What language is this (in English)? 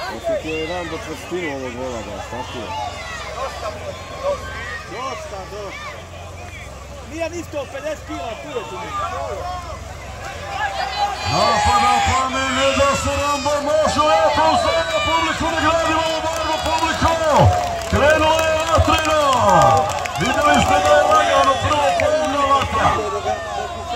Croatian